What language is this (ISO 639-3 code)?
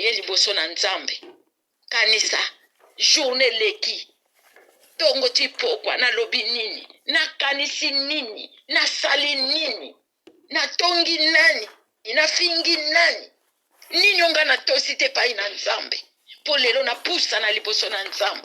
lin